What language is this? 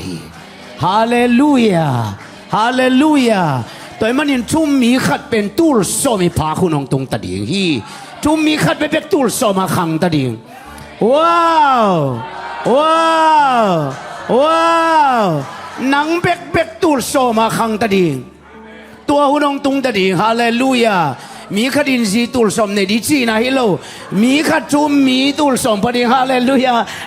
Tedim Chin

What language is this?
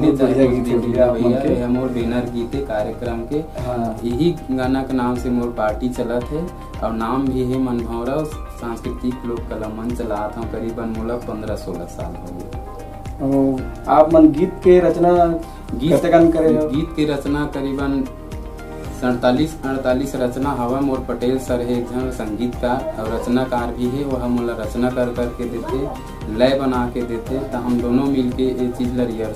Chhattisgarhi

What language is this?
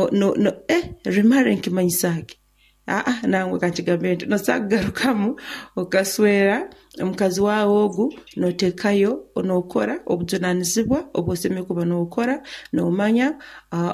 Nyoro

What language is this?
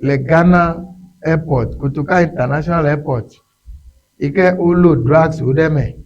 Ewe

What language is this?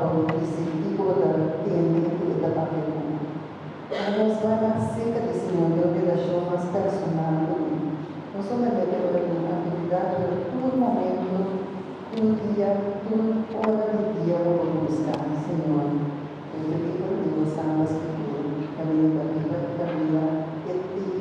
Papiamento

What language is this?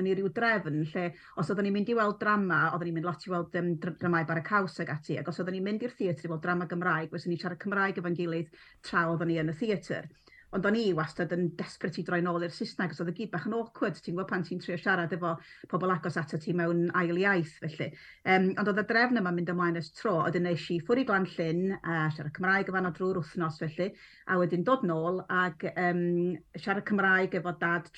Welsh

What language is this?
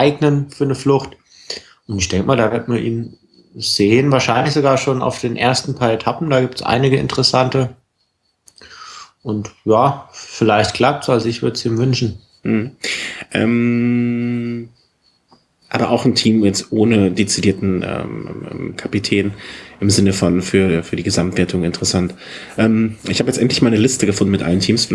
German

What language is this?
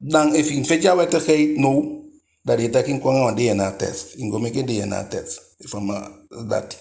Eastern Maroon Creole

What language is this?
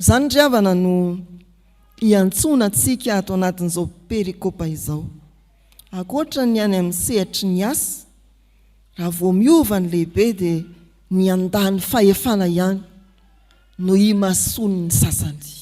Malagasy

